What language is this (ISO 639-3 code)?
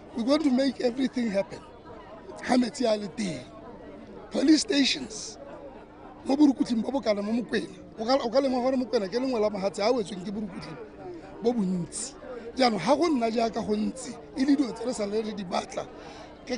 tsn